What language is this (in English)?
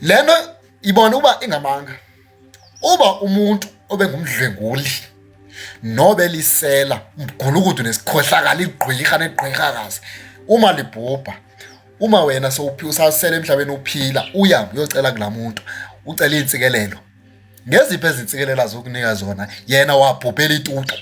Zulu